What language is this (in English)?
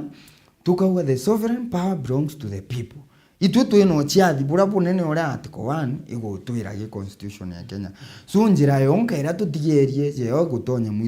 Meru